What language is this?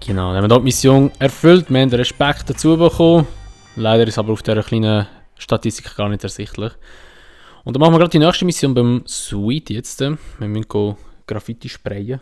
Swiss German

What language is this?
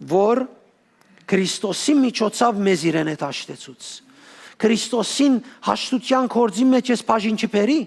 Western Armenian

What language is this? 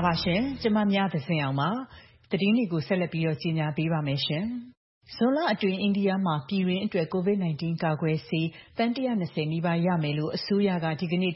Burmese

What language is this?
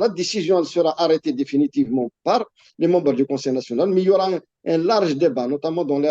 Kabyle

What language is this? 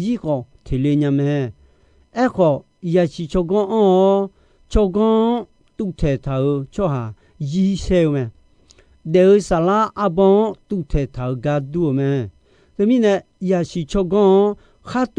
Akha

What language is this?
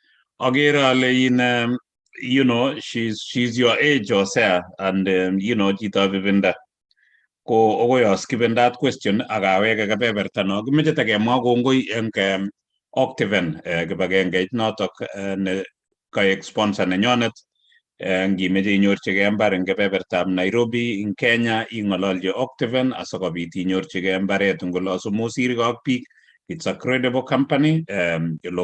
Kalenjin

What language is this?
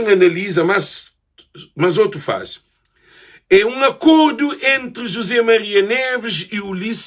Kabuverdianu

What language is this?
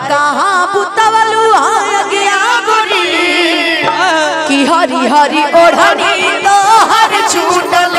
Bhojpuri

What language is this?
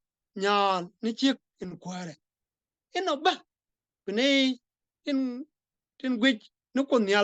Nuer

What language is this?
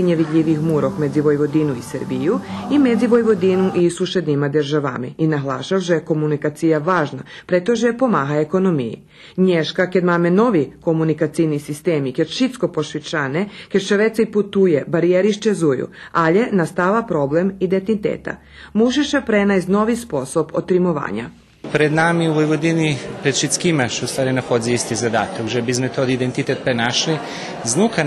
Rusyn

